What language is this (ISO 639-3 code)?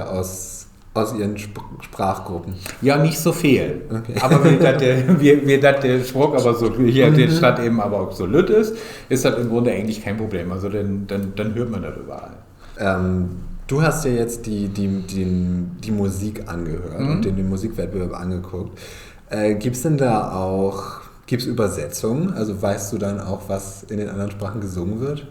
nds